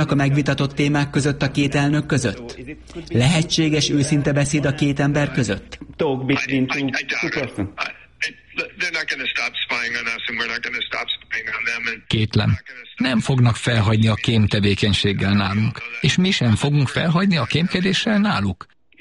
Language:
Hungarian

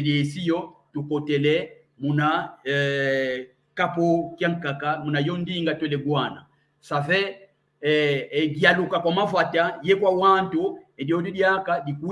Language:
San Salvador Kongo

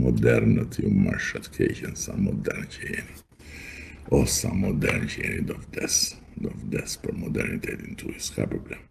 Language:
Albanian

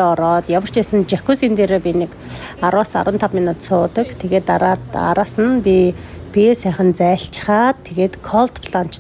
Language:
Mongolian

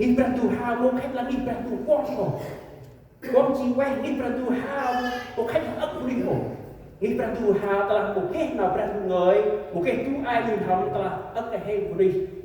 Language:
Central Mnong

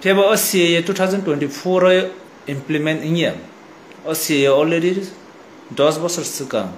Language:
Kok Borok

